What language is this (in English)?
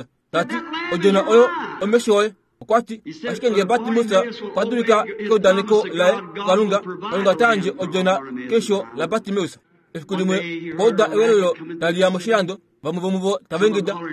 Kuanyama